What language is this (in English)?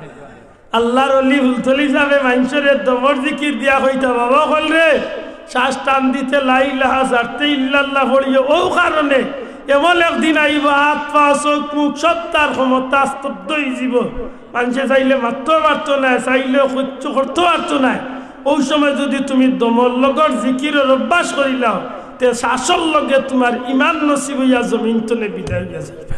Sylheti